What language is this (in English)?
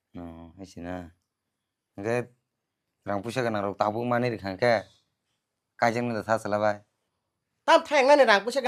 Kok Borok